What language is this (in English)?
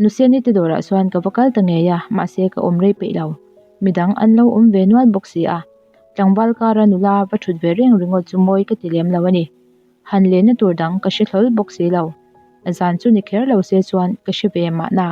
Mizo